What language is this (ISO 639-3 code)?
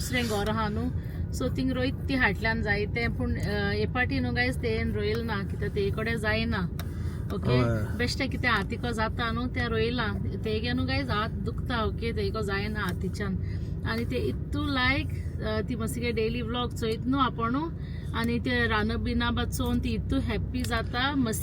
kok